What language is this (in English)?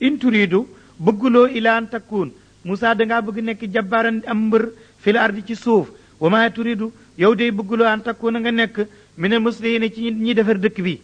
Wolof